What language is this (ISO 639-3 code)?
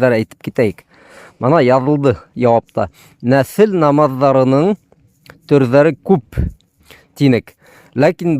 bak